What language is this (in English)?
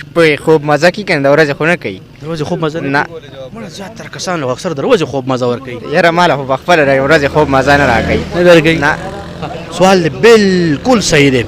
Pashto